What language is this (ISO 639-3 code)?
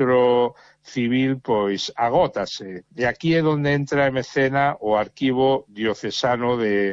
glg